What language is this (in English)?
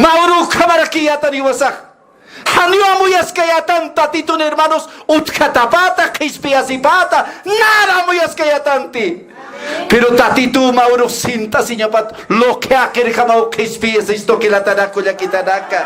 Aymara